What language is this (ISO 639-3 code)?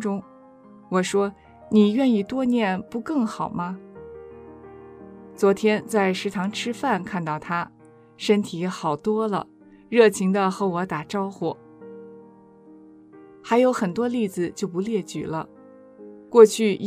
zho